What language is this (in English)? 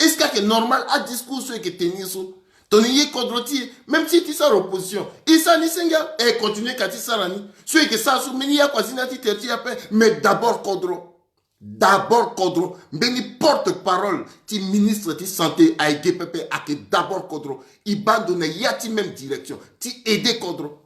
Sango